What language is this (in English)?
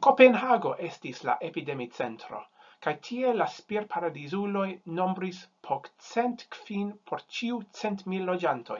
Esperanto